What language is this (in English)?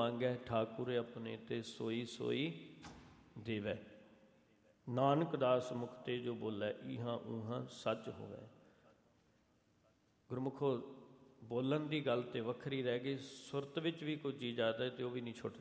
Punjabi